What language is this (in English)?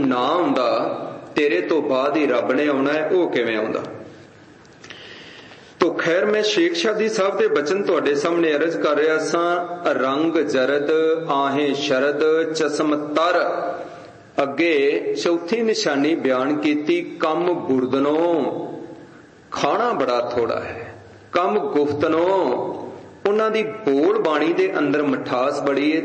Punjabi